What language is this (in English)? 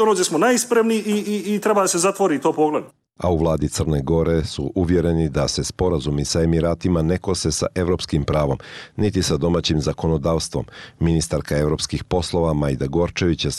Bosnian